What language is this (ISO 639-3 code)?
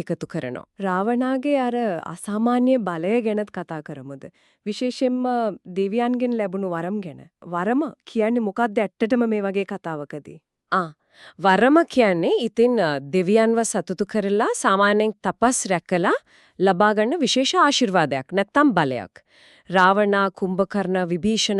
sin